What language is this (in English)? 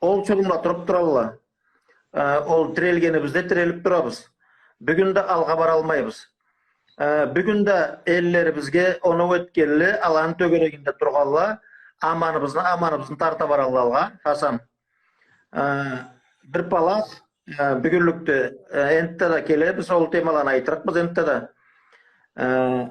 Karachay-Balkar